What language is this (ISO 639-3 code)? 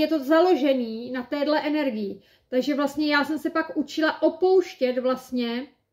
ces